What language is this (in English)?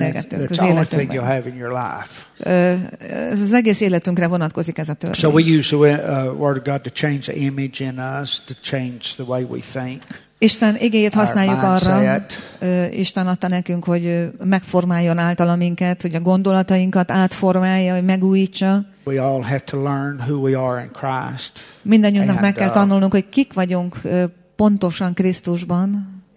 Hungarian